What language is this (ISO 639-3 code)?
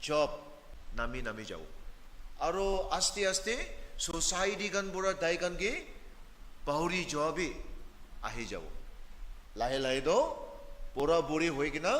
nag